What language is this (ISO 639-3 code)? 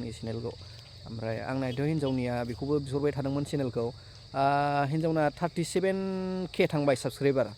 brx